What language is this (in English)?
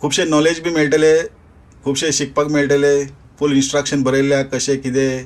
Konkani